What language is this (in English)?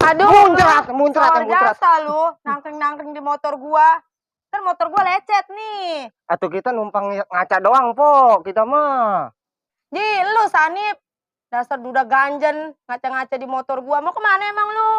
Betawi